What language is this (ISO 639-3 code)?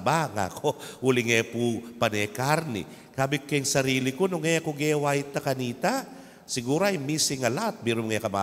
pam